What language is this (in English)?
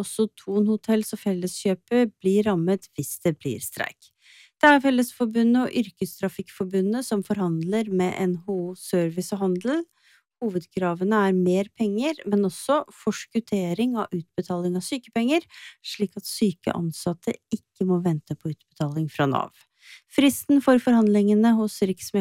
Norwegian